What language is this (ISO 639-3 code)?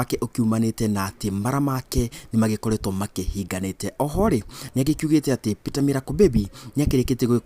kik